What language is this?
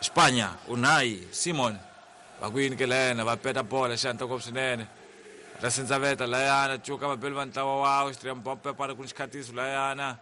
Tsonga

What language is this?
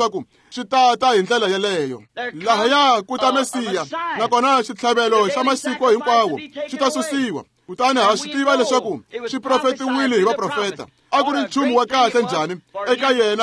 Tsonga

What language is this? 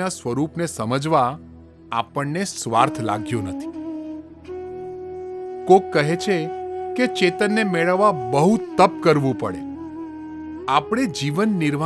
Gujarati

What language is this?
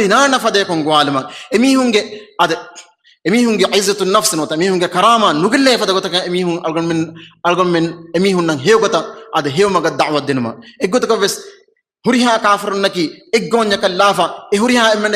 Divehi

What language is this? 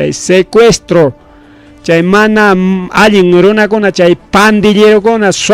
Ayacucho Quechua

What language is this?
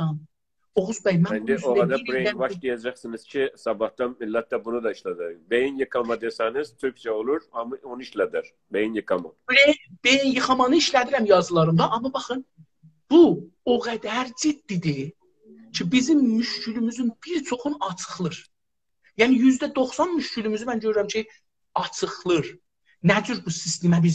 South Azerbaijani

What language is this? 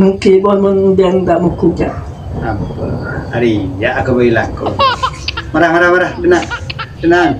Madurese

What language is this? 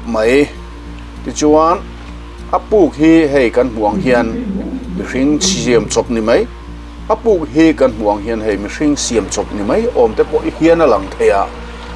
Mizo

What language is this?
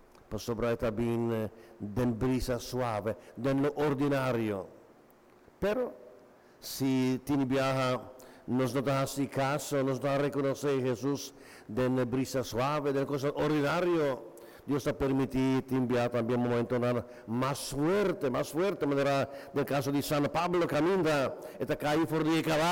Papiamento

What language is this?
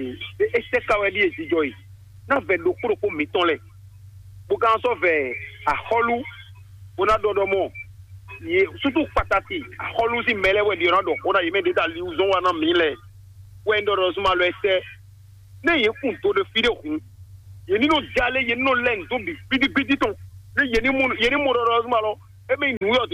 Fon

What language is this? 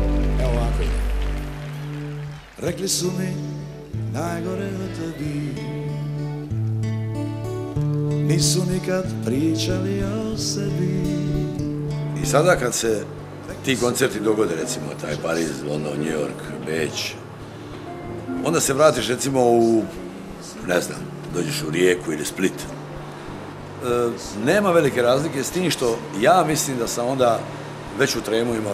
Croatian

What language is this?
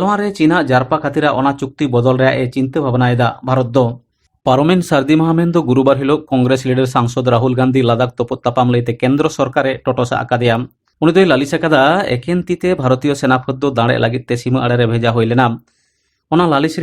Santali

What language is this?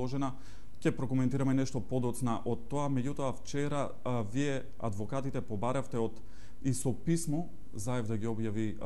Macedonian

